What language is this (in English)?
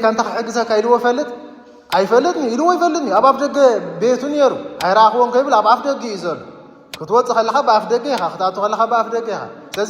Tigrinya